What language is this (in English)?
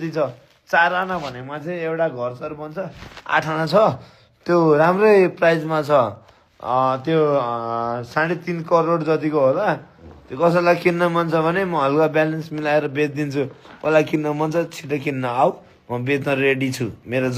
Nepali